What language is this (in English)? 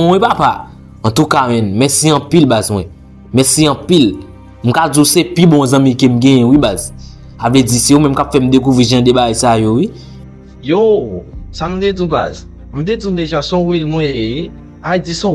Haitian Creole